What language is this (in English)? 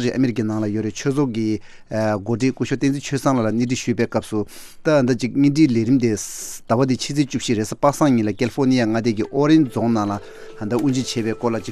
Tibetan